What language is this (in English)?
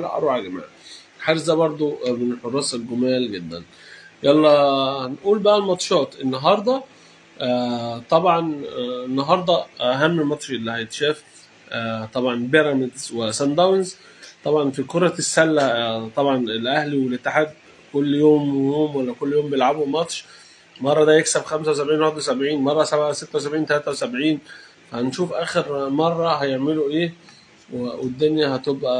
Egyptian Arabic